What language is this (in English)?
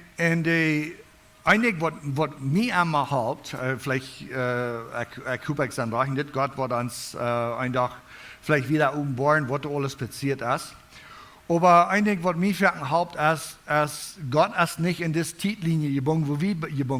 Plautdietsch